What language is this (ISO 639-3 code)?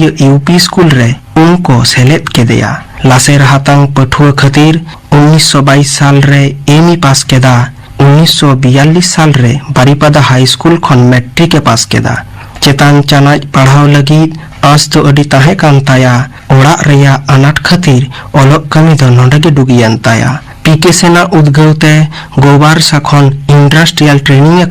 sat